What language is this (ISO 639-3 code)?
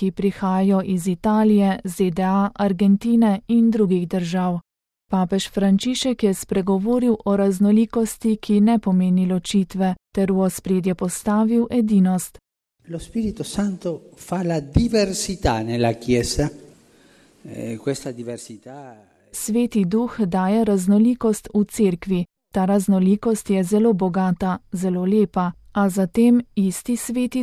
slv